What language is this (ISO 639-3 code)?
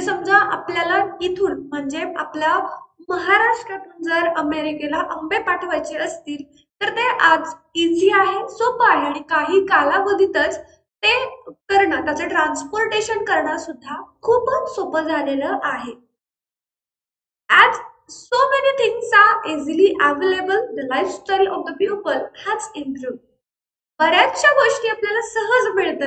mar